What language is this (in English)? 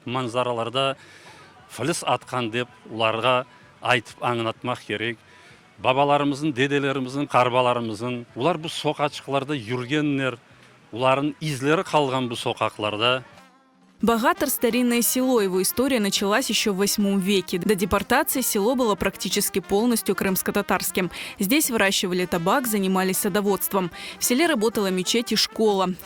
Crimean Tatar